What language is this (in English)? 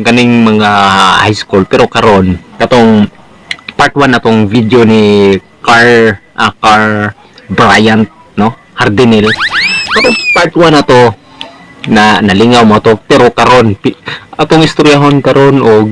Cebuano